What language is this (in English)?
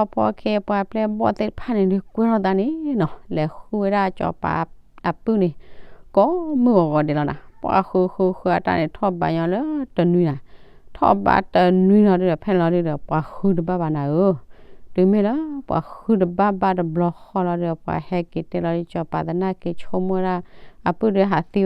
S'gaw Karen